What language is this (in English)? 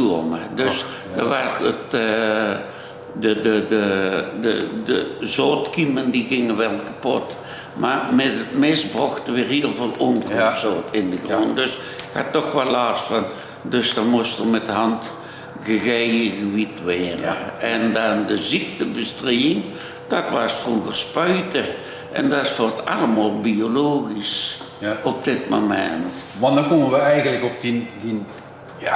Limburgish